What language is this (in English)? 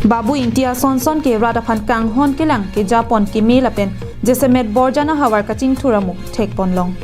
Karbi